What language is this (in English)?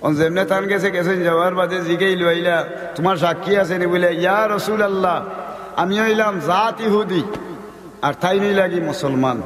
Sylheti